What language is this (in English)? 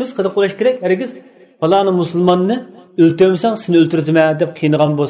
Uyghur